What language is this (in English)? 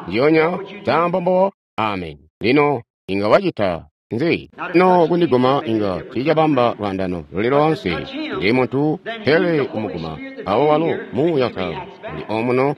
Tonga (Zambia)